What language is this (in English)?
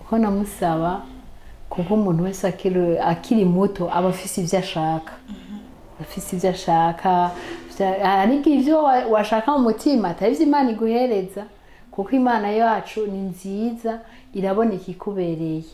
Rundi